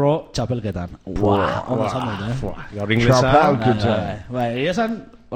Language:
Basque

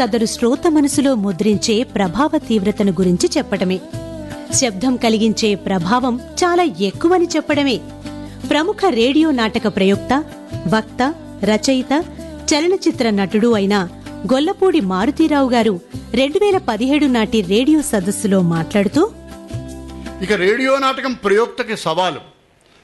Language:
Telugu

